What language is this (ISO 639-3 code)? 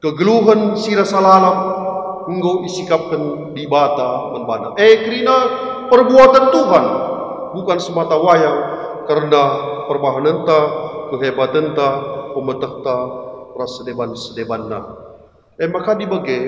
btx